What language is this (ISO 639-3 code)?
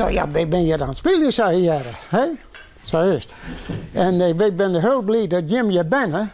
fry